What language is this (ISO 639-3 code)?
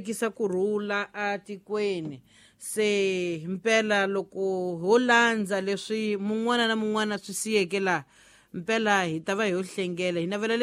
tso